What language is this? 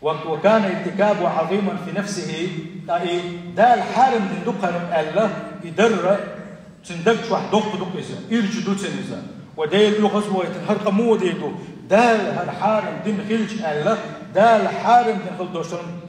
Chechen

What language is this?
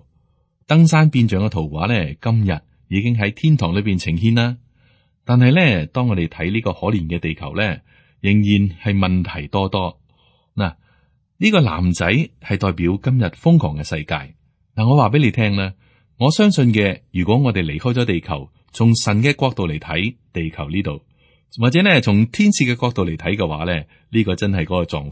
Cantonese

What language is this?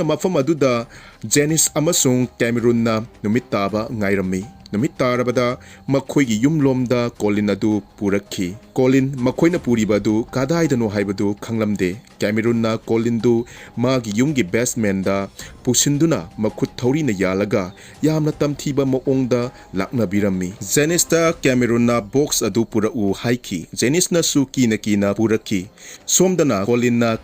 Manipuri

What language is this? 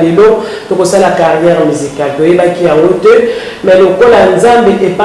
Lingala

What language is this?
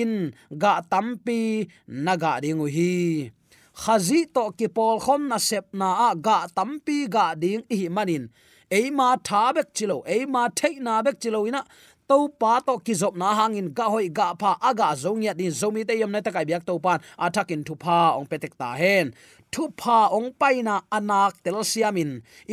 Tedim Chin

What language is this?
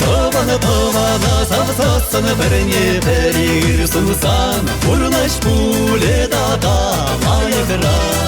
Chuvash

